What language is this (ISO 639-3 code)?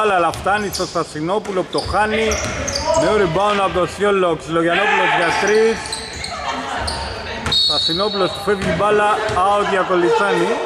ell